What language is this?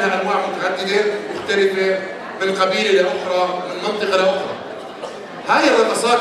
North Levantine Arabic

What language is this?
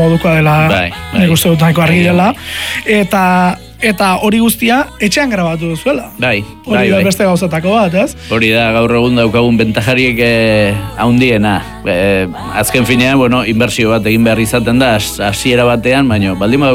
Basque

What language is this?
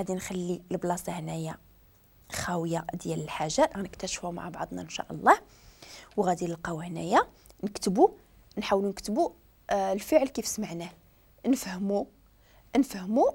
Moroccan Arabic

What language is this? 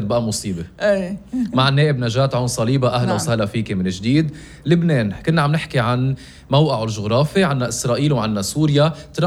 North Levantine Arabic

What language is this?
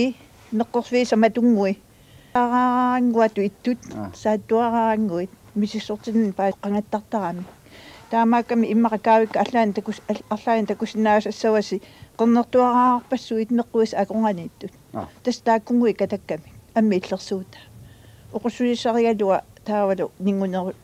Kalaallisut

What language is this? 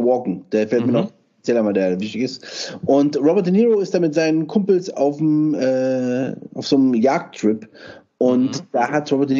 German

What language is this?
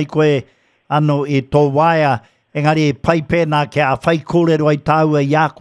Māori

